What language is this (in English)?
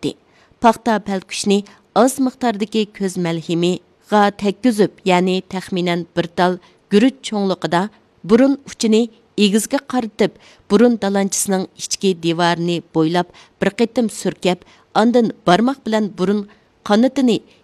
Uyghur